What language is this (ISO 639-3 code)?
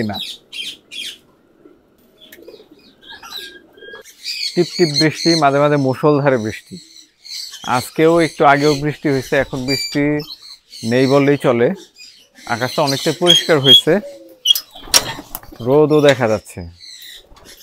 ben